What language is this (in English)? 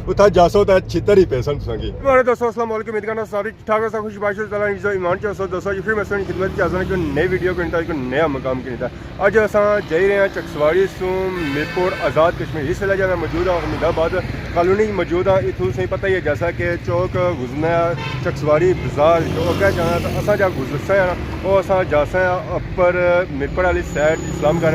Pahari-Potwari